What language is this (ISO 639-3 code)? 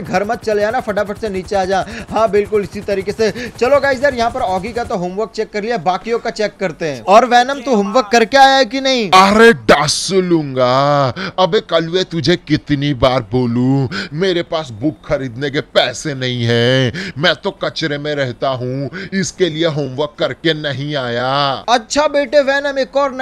hin